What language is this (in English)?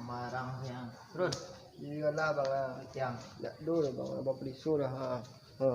Minangkabau